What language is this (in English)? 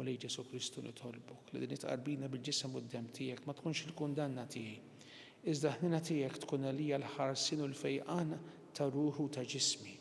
Maltese